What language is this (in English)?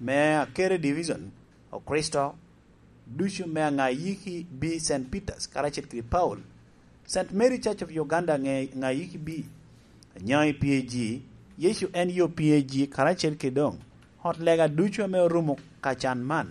Lango (Uganda)